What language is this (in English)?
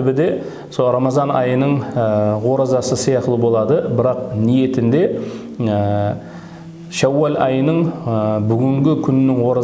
Kara-Kalpak